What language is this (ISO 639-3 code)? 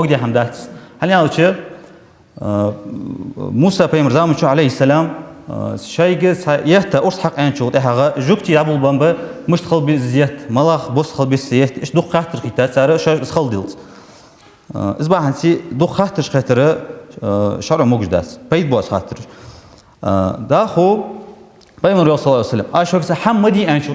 inh